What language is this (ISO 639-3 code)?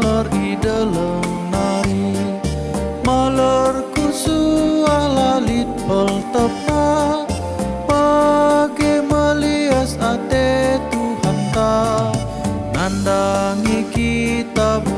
btx